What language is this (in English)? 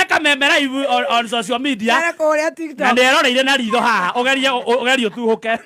Kikuyu